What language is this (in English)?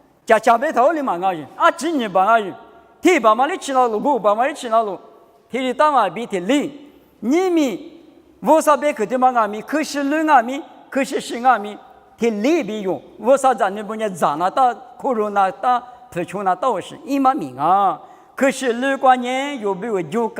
Lisu